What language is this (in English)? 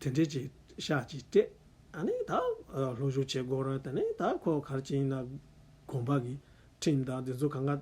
Tibetan